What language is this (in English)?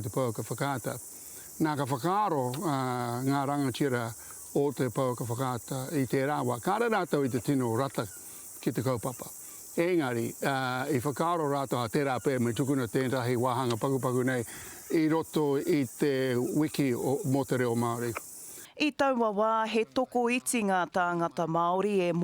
Māori